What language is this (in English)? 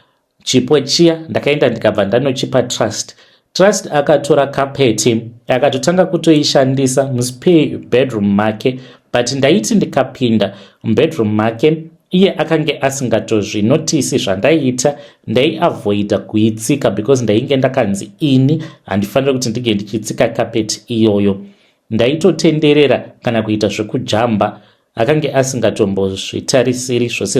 Shona